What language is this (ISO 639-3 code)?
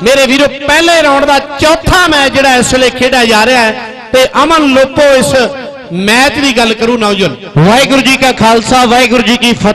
pan